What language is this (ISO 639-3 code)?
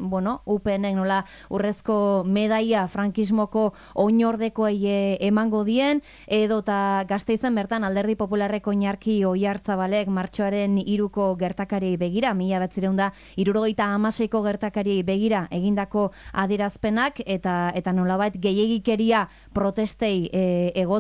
eus